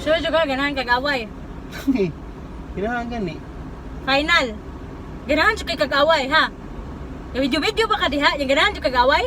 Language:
Cebuano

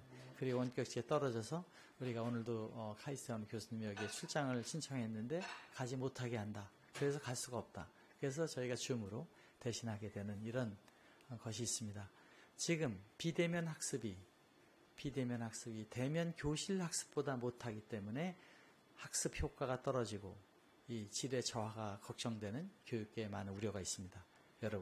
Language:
Korean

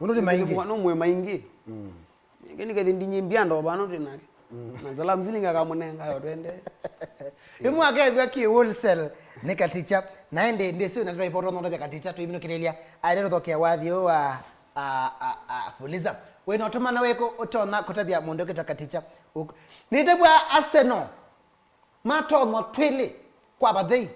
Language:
Kamba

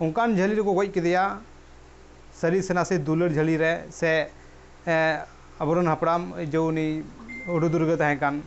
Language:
Santali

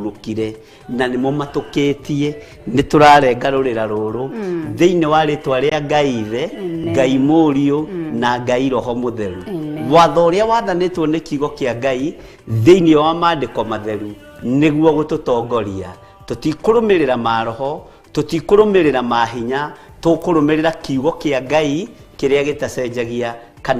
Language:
Kikuyu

